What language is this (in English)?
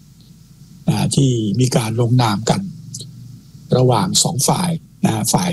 Thai